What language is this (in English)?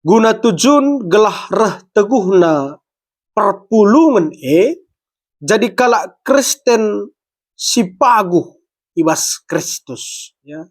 Batak Karo